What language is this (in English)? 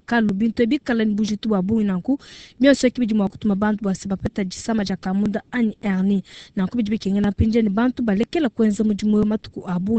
Luba-Lulua